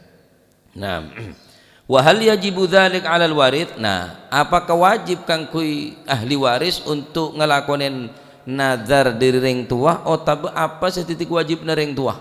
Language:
Madurese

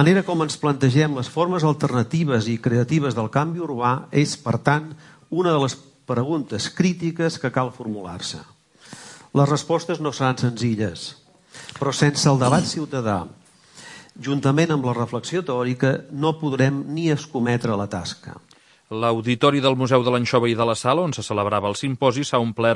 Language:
Catalan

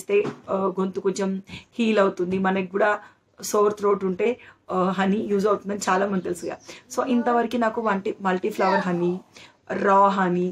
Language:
Telugu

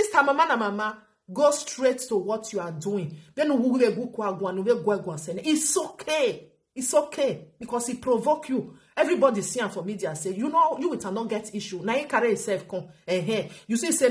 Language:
Nigerian Pidgin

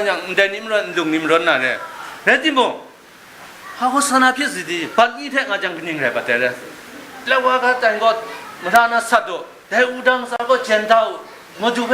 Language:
Kachin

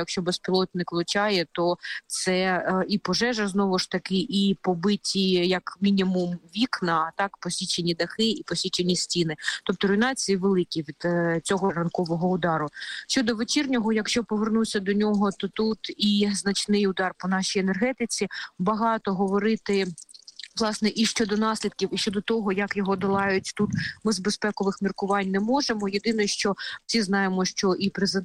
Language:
Ukrainian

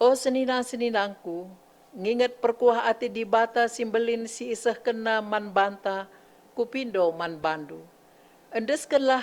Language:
Batak Karo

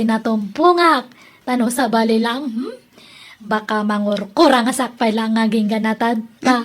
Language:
Iloko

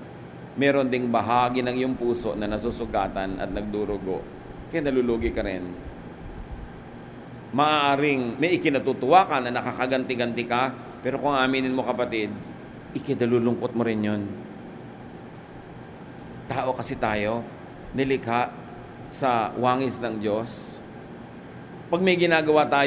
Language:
Filipino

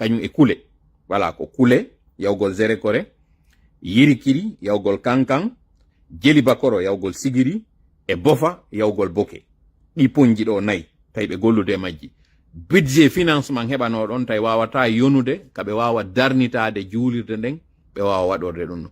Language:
Pular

